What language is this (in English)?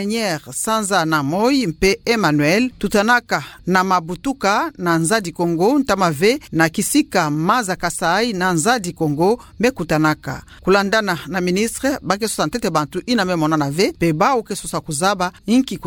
Kituba (Democratic Republic of Congo)